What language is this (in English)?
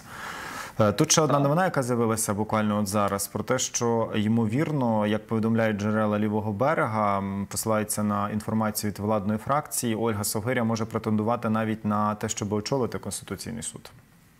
Ukrainian